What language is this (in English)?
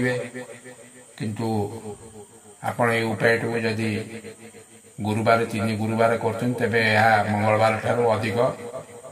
Odia